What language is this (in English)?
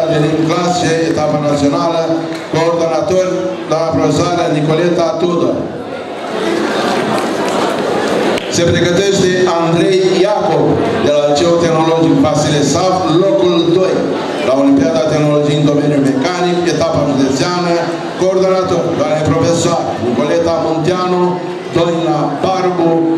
Romanian